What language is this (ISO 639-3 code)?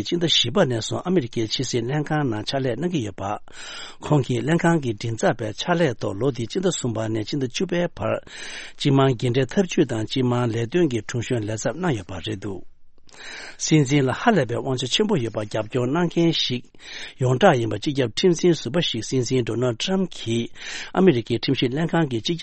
bod